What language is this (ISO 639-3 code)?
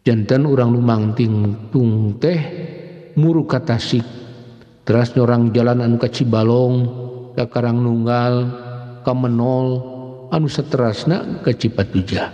sun